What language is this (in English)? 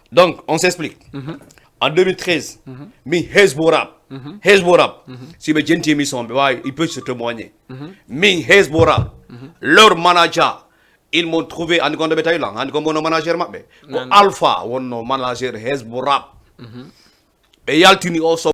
Fula